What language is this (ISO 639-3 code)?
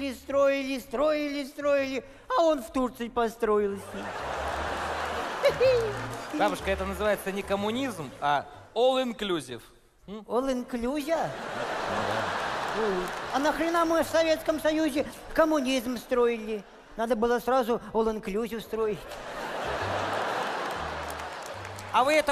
rus